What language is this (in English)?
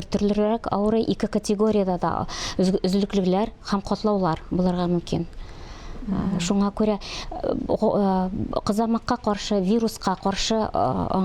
Tatar